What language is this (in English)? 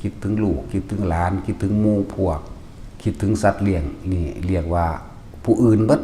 Lao